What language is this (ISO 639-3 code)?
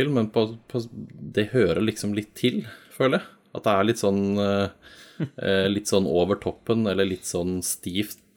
nor